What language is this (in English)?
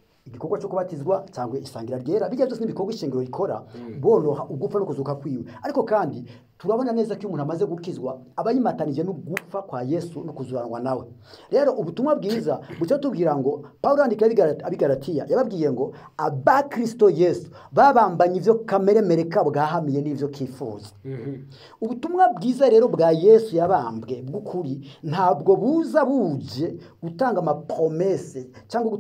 Rundi